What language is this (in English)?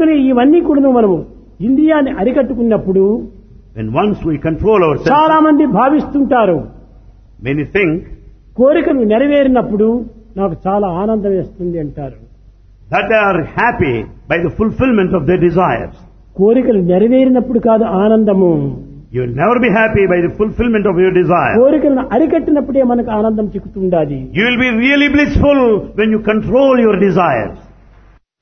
Telugu